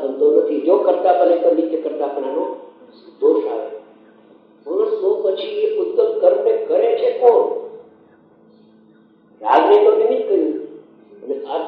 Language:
Gujarati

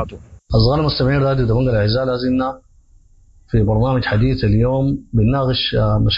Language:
Sudanese Arabic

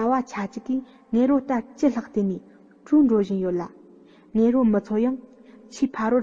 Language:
Tibetan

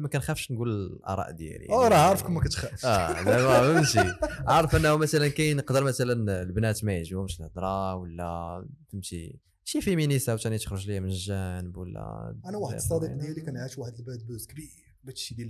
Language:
Moroccan Arabic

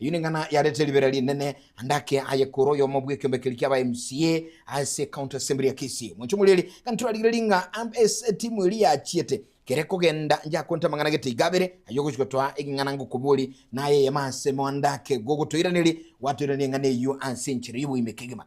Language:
Gusii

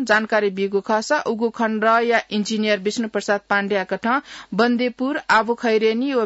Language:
Newari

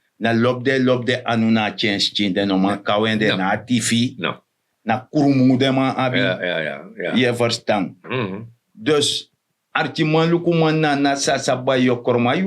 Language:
Sranan Tongo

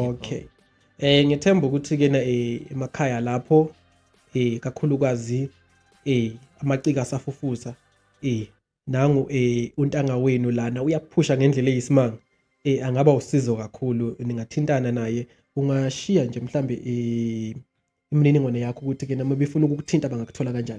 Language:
Zulu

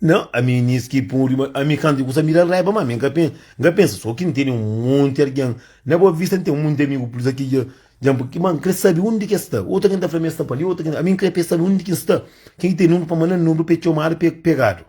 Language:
Kabuverdianu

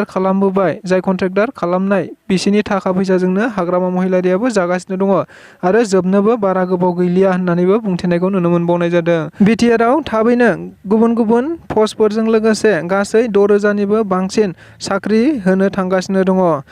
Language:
Bodo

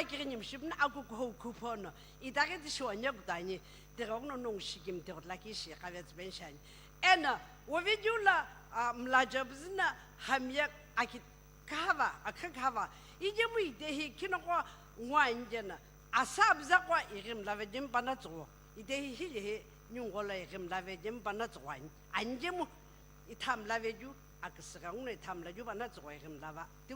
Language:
Sumi Naga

